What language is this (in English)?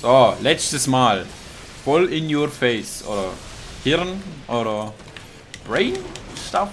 Swiss German